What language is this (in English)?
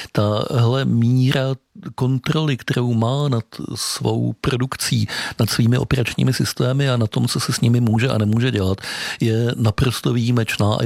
Czech